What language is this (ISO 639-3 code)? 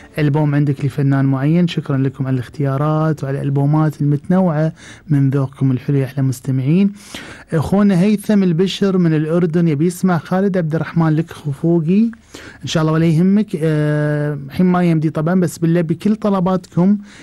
afb